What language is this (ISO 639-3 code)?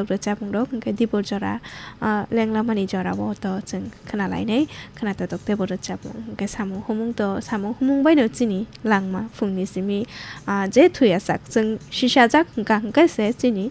trp